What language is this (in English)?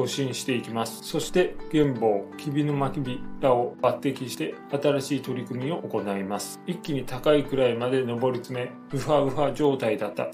Japanese